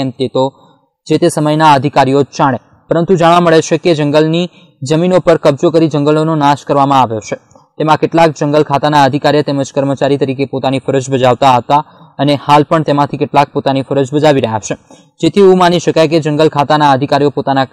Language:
Gujarati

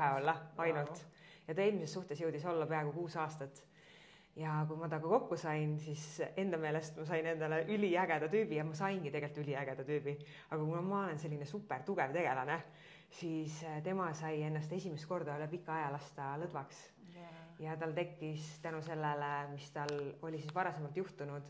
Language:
Estonian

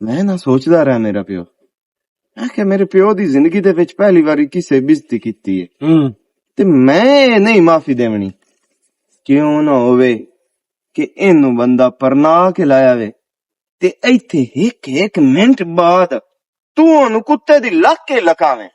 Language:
Western Panjabi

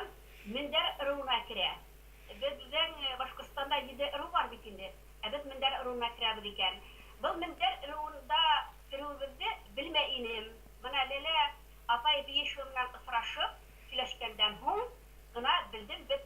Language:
Bashkir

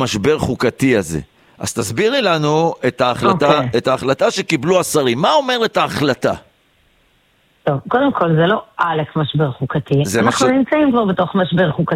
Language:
Hebrew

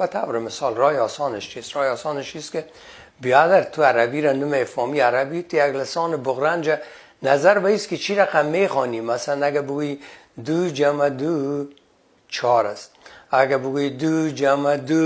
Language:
Persian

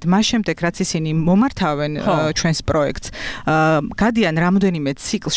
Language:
Georgian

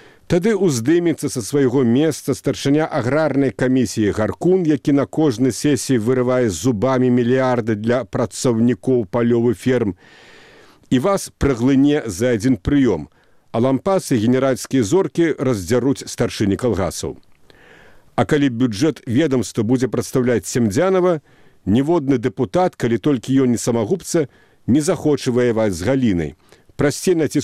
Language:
Belarusian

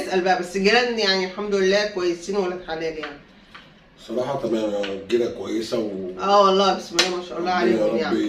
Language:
Egyptian Arabic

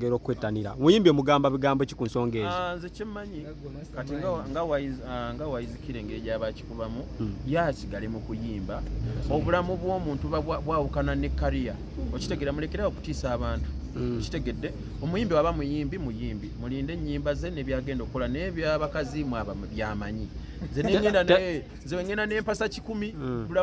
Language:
Ganda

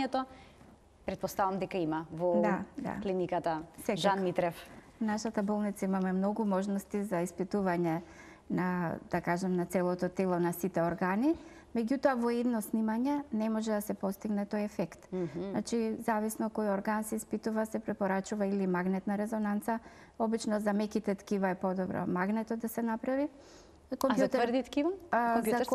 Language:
Macedonian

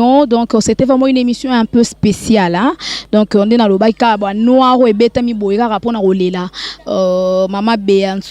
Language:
Lingala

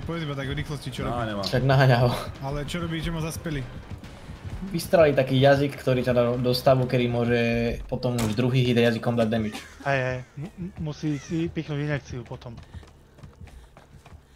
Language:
Slovak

